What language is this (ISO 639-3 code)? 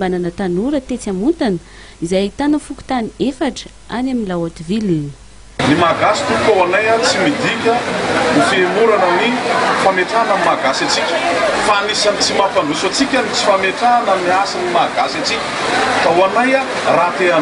mlg